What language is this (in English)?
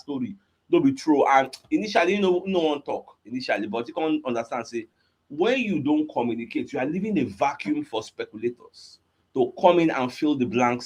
Nigerian Pidgin